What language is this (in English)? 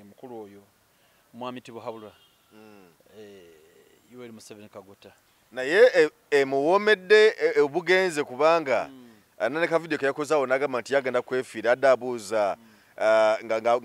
Ganda